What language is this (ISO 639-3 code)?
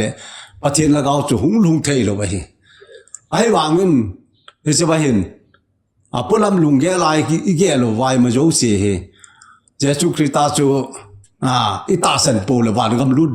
tcz